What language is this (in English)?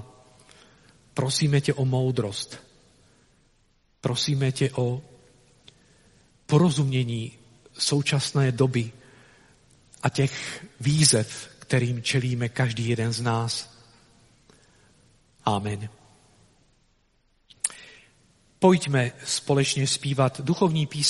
Czech